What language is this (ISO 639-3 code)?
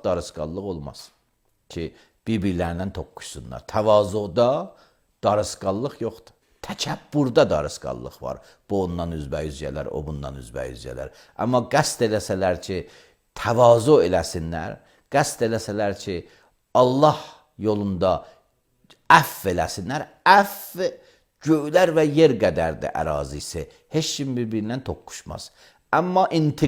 aze